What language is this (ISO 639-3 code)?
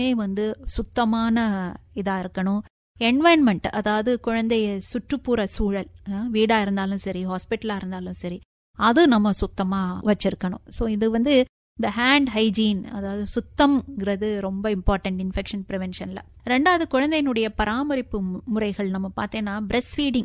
tam